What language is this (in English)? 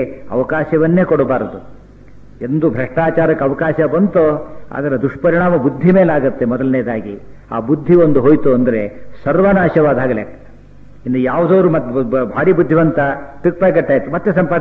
Kannada